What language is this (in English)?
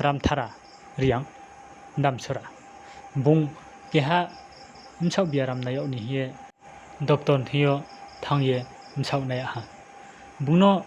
Riang (India)